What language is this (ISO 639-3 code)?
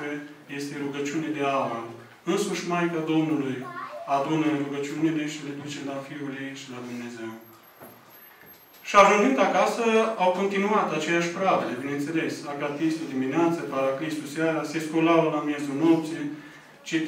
ron